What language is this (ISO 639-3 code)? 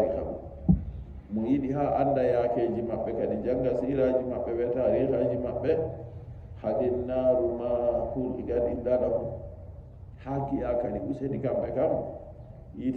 fuv